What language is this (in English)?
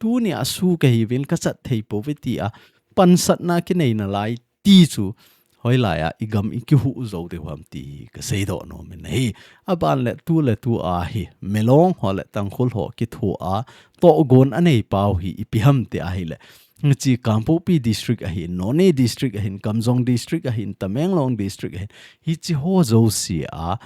Thado Chin